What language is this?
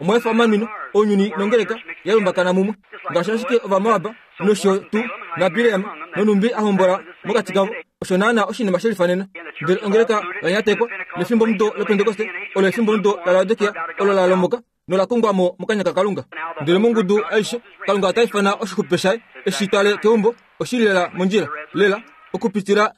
Kuanyama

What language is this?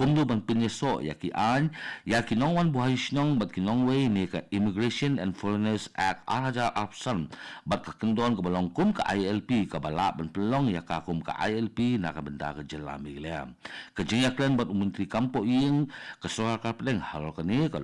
Khasi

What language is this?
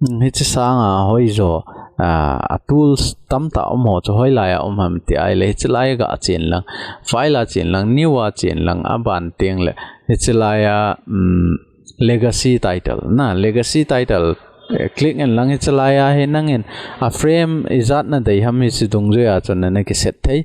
Thado Chin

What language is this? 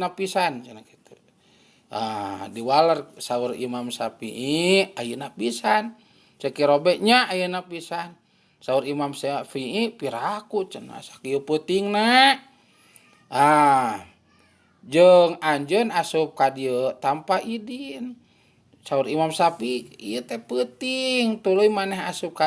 Sundanese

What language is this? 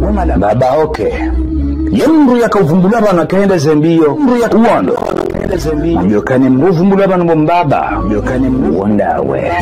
Ngazidja Comorian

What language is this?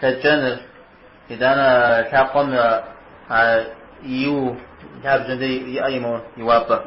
Kabardian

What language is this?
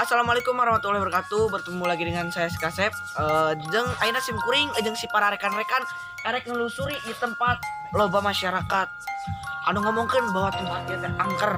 Sundanese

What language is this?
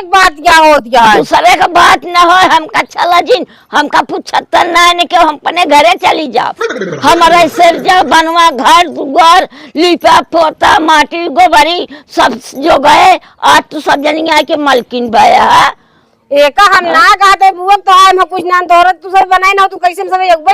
Awadhi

